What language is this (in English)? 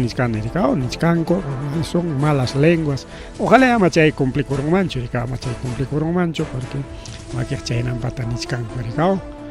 Ayacucho Quechua